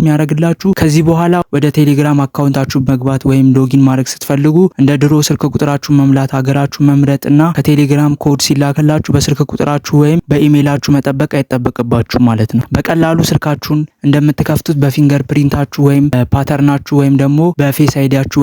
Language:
Amharic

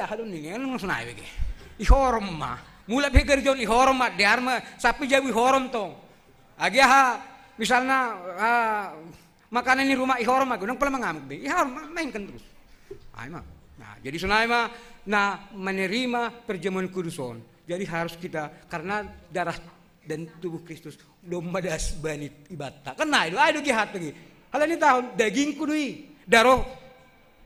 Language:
Batak Simalungun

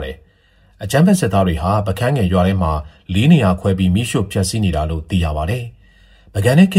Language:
Burmese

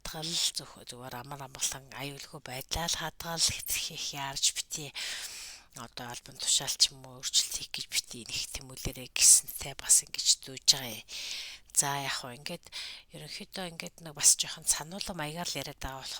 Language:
Mongolian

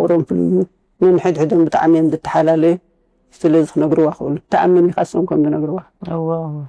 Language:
Tigrinya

